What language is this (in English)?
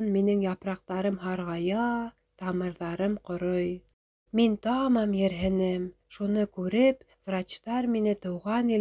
Bashkir